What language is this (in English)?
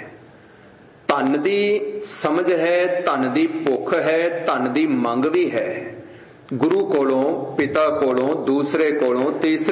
Punjabi